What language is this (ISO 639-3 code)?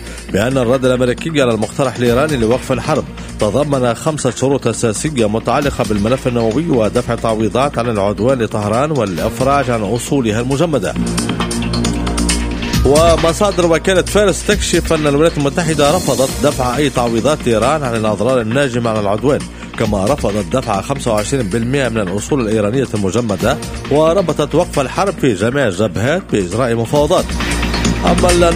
aeb